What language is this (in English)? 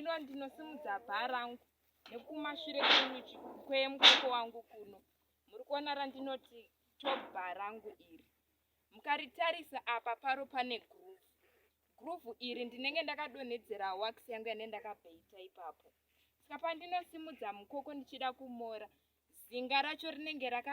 Shona